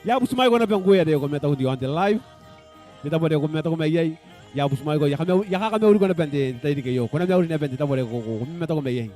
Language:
Gilbertese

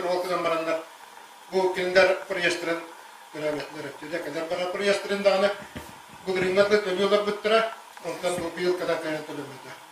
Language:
Yakut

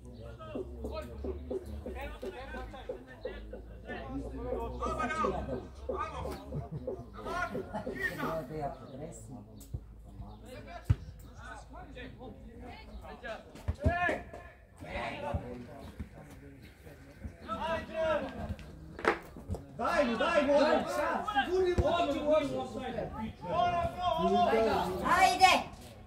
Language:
Serbian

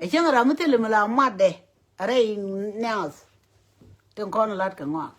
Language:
Nuer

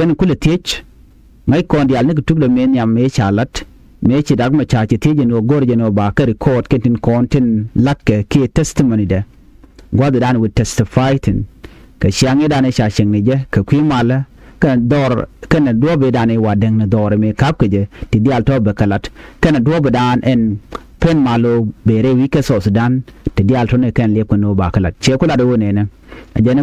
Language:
Nuer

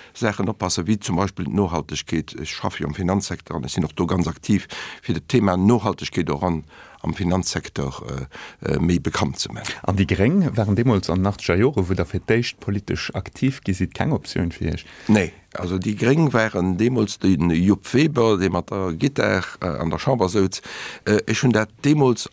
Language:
Luxembourgish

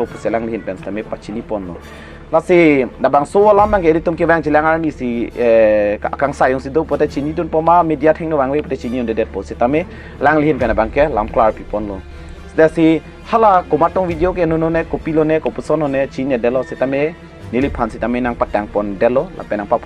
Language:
Karbi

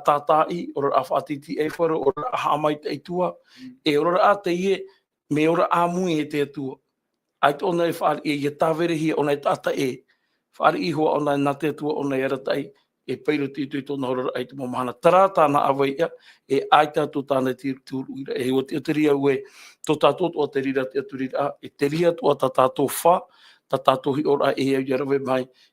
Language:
Tahitian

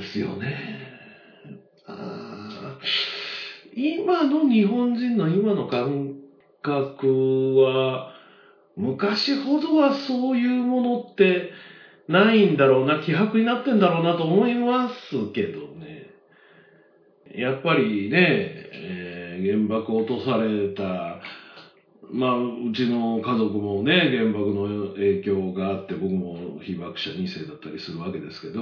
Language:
Japanese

